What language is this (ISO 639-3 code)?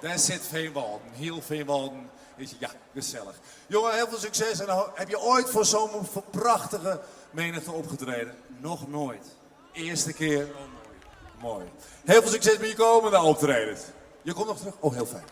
fry